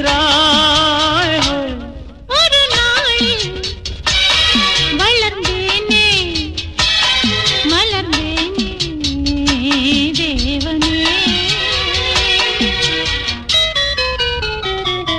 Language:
Tamil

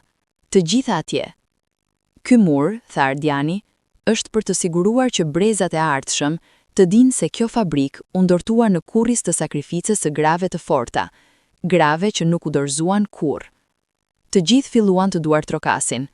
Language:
Albanian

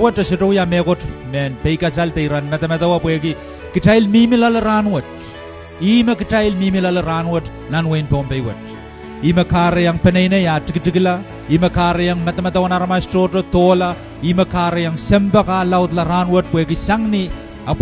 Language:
Pohnpeian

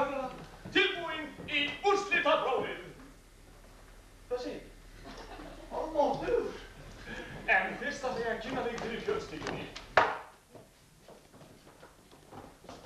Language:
Icelandic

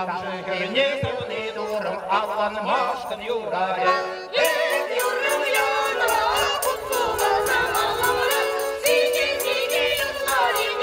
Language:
Chuvash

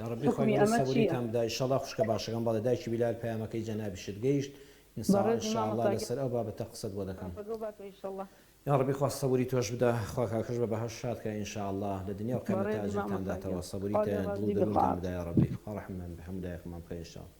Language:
Central Kurdish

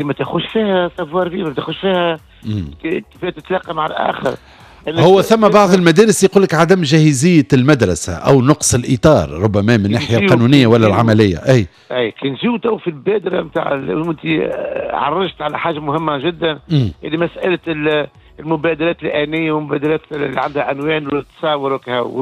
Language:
Tunisian Arabic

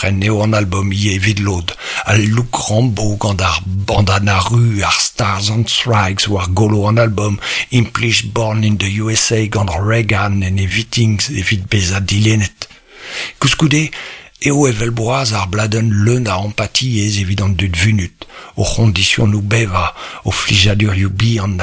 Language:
Breton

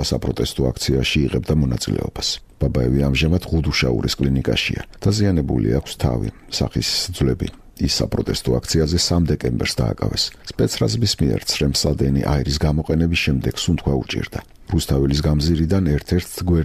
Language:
Georgian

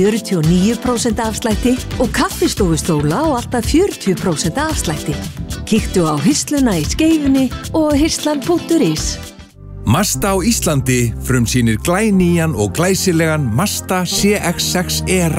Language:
Icelandic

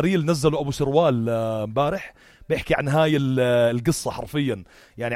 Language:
North Levantine Arabic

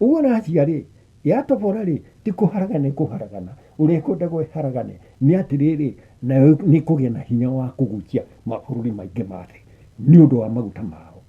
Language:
Kikuyu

